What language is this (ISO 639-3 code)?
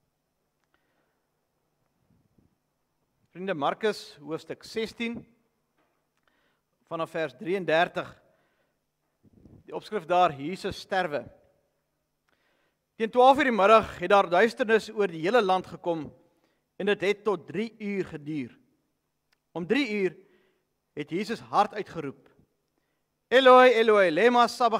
afr